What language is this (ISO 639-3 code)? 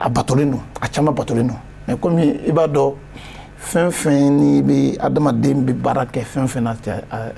bam